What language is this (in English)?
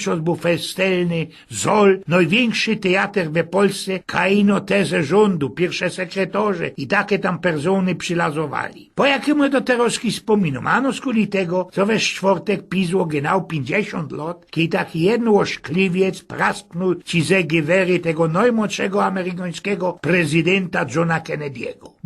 Silesian